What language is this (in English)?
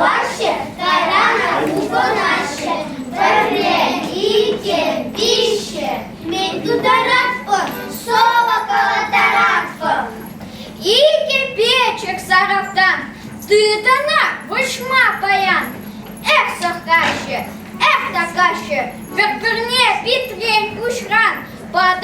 Chuvash